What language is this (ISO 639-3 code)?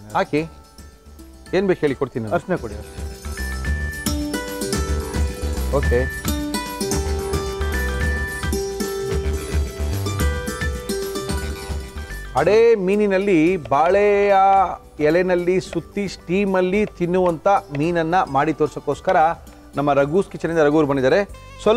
kan